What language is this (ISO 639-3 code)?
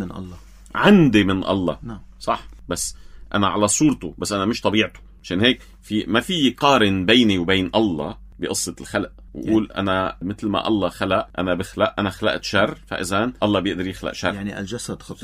apc